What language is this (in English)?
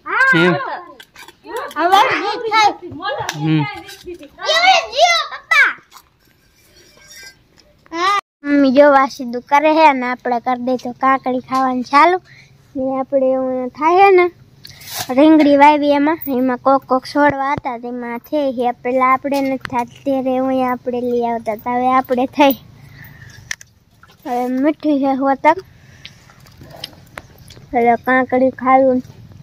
Gujarati